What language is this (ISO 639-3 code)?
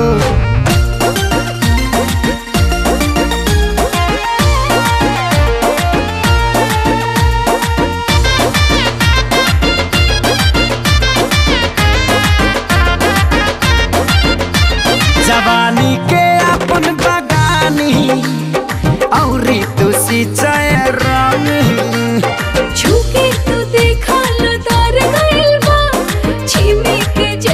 bho